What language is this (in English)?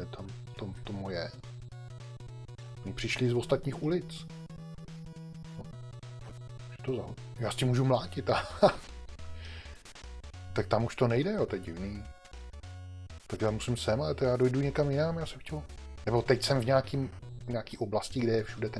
Czech